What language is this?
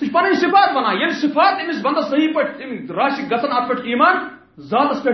Kashmiri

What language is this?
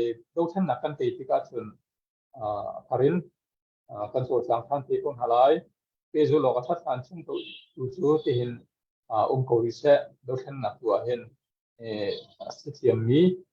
Hakha Chin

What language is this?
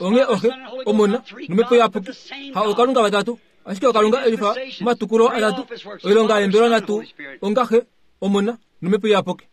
Kuanyama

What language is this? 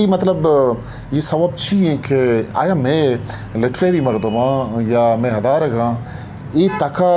Eastern Balochi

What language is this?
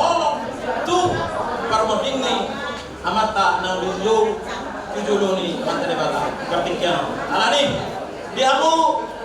Batak Toba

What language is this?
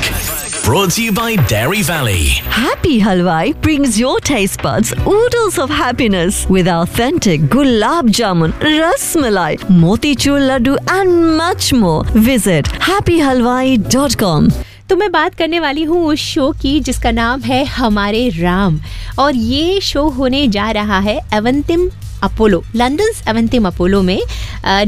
Hindi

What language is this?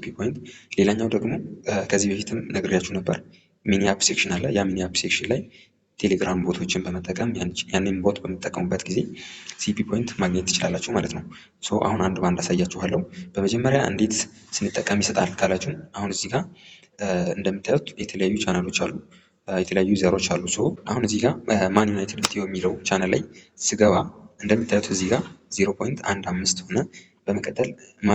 Amharic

